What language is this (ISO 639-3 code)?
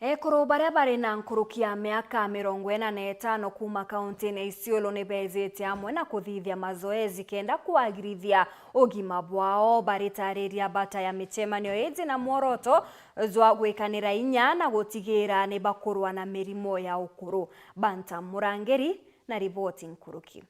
mer